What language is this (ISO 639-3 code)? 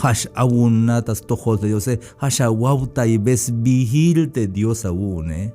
tzh